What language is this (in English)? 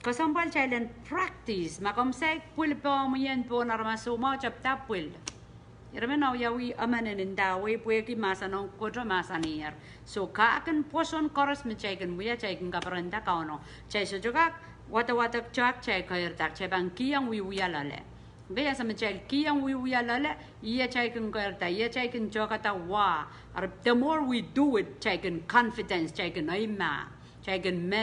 Pohnpeian